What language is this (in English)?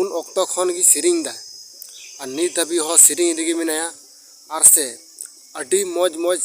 Santali